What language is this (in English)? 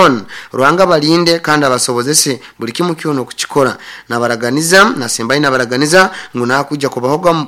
Nyoro